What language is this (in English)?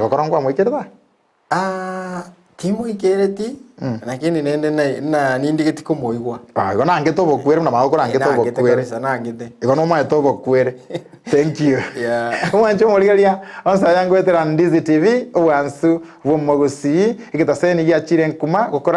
Gusii